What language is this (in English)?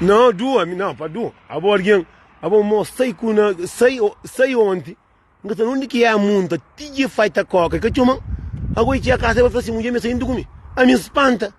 Kabuverdianu